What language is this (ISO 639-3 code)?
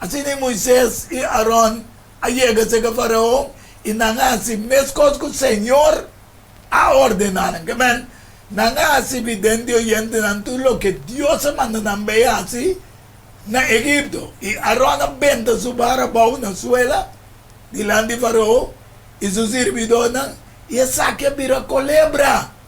pap